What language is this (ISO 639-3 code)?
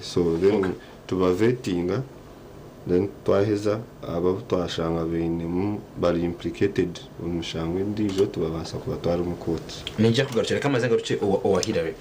nyn